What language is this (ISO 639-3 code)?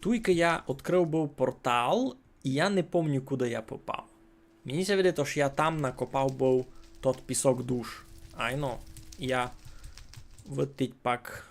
rue